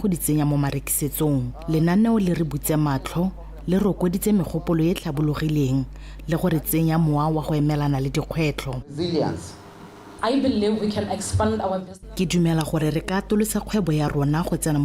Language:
Tswana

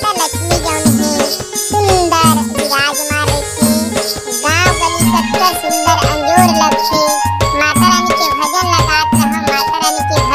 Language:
Chhattisgarhi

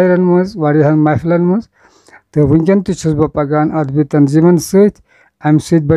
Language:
Kashmiri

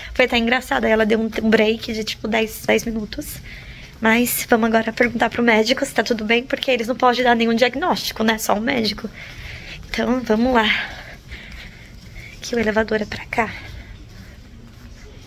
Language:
Portuguese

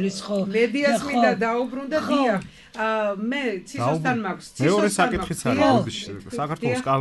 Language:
Georgian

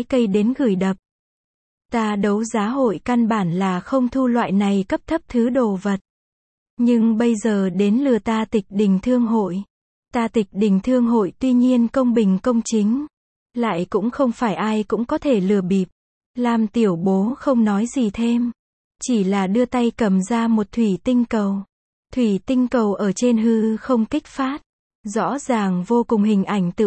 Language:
Vietnamese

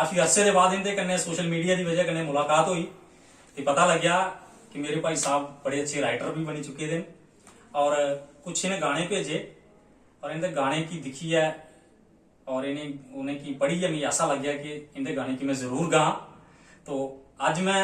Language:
Dogri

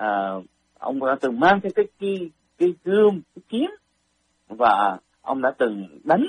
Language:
Vietnamese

